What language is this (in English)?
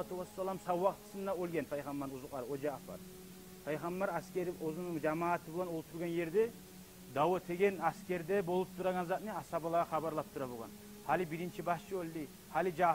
Kumyk